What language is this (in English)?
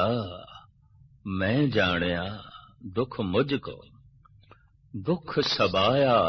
Punjabi